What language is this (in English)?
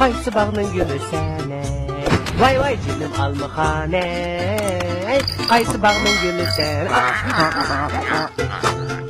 Uyghur